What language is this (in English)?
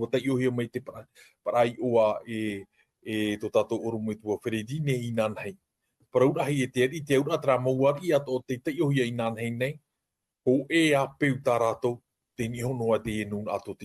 Tahitian